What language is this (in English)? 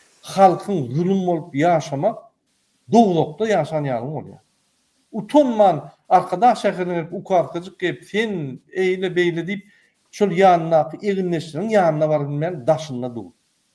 Turkmen